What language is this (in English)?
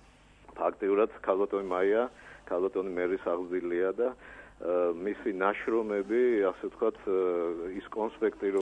Georgian